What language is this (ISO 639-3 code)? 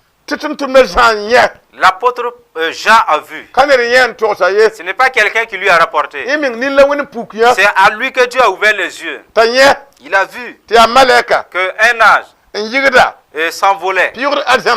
mos